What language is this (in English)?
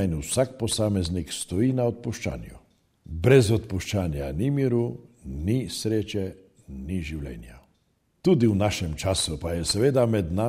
Slovenian